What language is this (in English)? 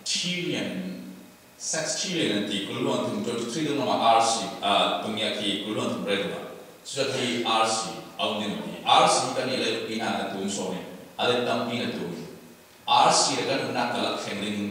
Falam Chin